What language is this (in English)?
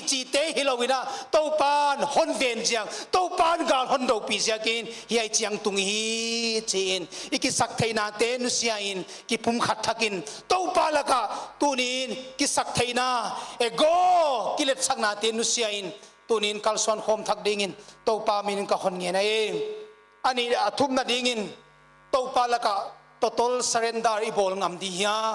Paite Chin